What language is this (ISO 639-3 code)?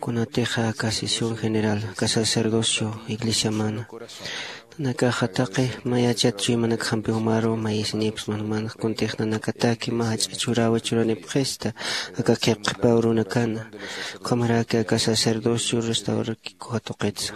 aym